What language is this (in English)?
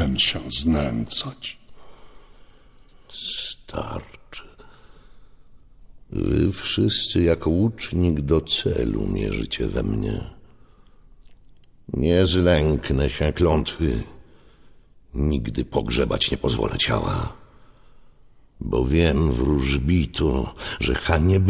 Polish